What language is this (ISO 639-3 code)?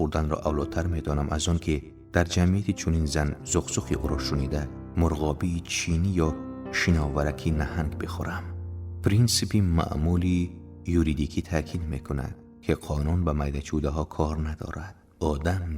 tgk